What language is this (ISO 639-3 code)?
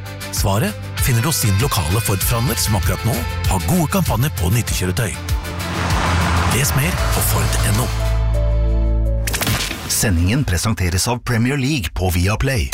nor